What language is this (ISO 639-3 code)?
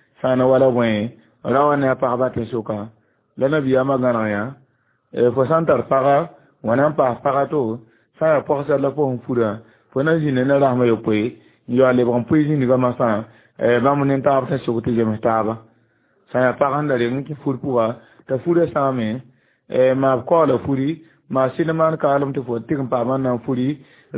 mos